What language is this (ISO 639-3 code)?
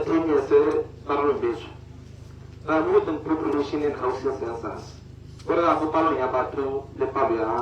tsn